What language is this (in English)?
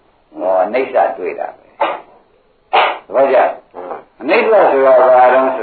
Burmese